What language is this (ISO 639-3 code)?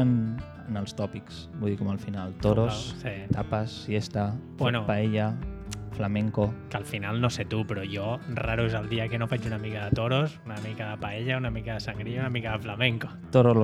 cat